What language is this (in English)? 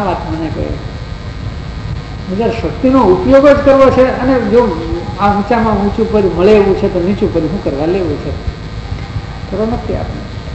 Gujarati